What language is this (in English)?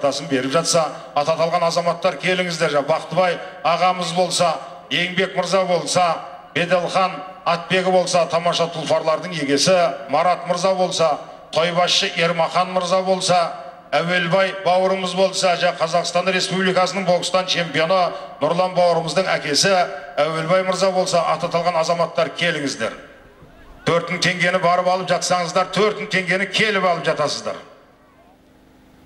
Kazakh